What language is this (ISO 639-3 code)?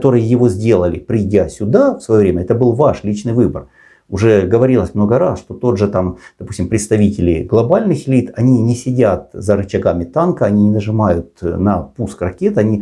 rus